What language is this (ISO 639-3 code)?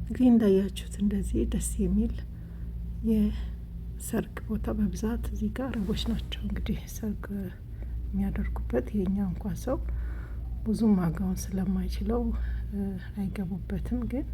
amh